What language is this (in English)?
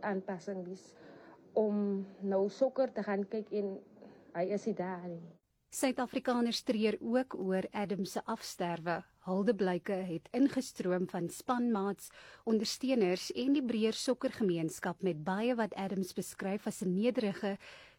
Afrikaans